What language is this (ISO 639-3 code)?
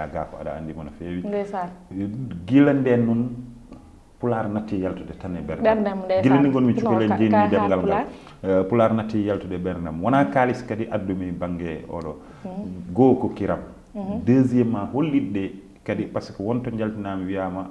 ful